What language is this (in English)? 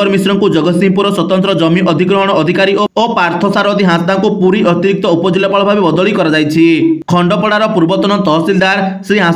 Odia